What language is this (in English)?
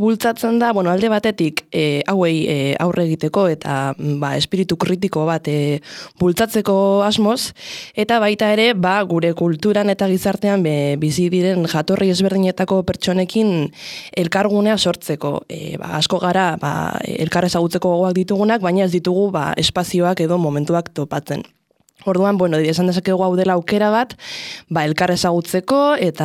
Basque